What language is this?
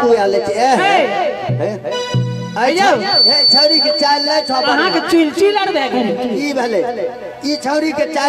Maithili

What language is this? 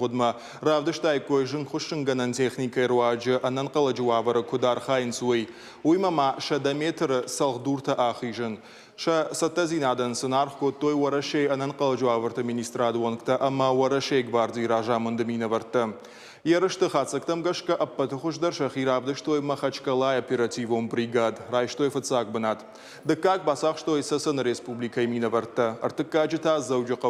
Ossetic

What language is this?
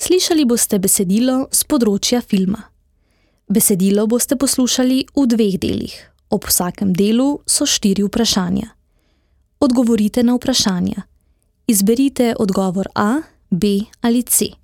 Slovenian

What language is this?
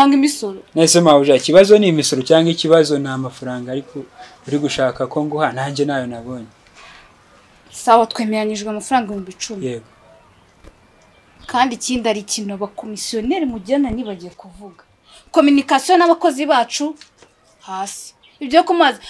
Kinyarwanda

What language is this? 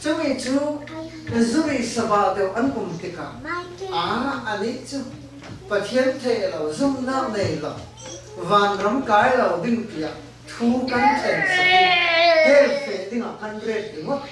Falam Chin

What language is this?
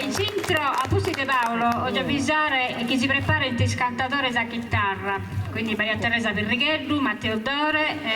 Sardinian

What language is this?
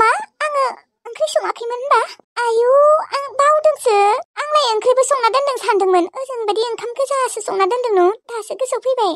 Bodo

